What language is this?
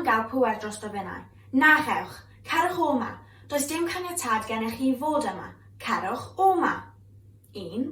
Welsh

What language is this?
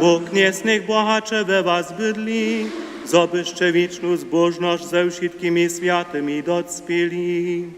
Upper Sorbian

